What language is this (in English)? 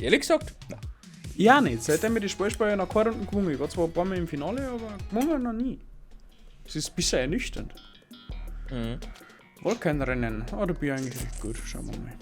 Bavarian